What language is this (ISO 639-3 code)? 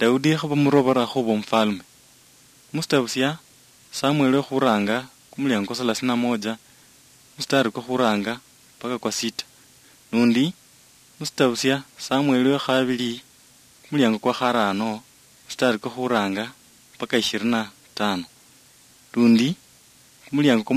luy